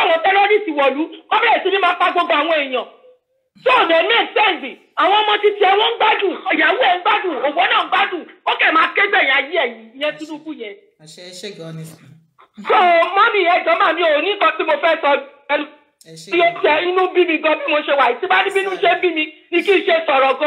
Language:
Yoruba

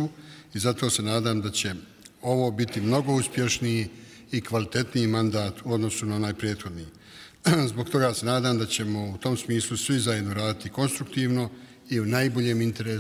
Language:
Bosnian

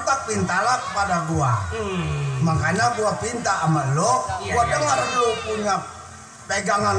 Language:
Betawi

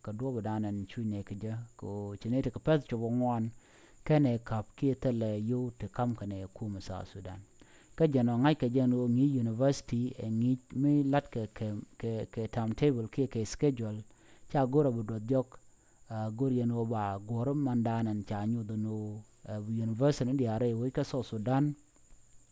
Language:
Nuer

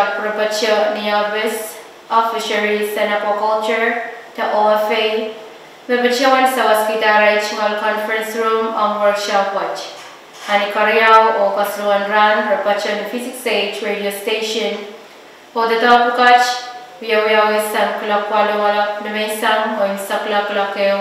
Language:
Pohnpeian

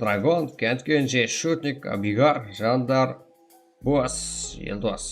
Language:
Kara-Kalpak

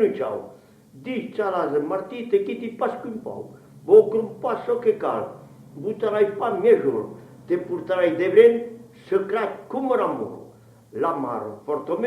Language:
Occitan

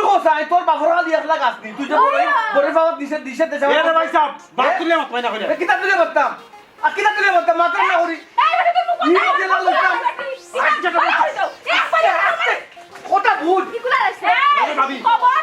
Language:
Sylheti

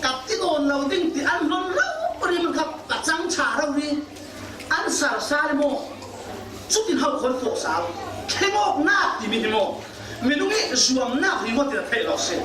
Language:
Falam Chin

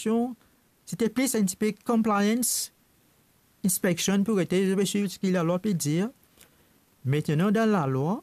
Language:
Morisyen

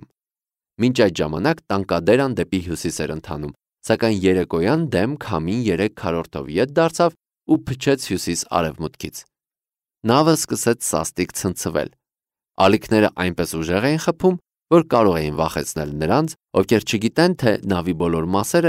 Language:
Armenian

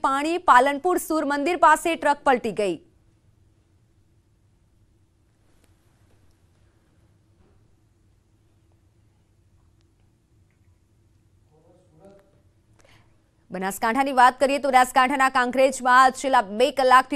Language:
Gujarati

